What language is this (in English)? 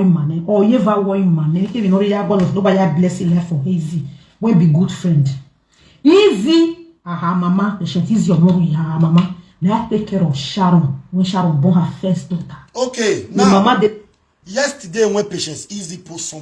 Nigerian Pidgin